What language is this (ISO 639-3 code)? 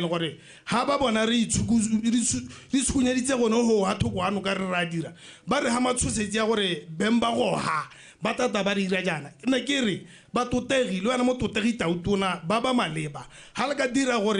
tsn